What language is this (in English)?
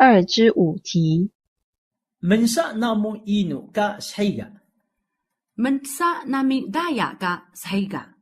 Taroko